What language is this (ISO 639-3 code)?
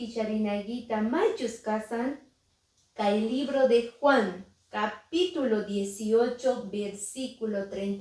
que